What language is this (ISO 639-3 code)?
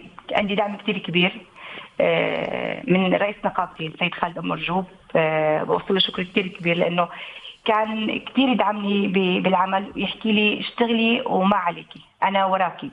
apc